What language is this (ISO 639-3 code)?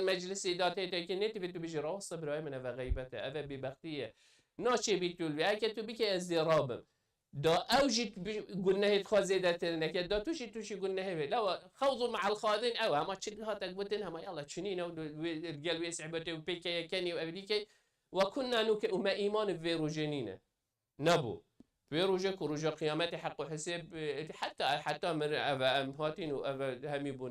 kur